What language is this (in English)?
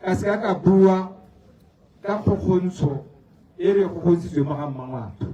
Tswana